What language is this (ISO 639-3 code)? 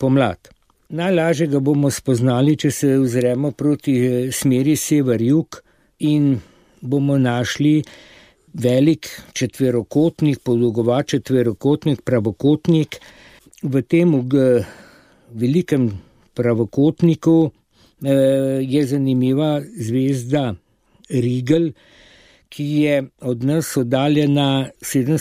slv